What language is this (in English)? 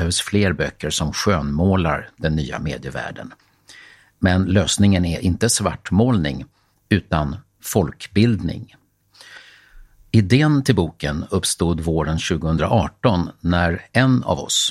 Swedish